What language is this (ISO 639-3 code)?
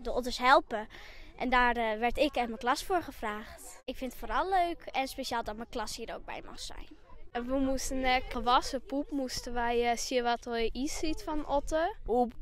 fry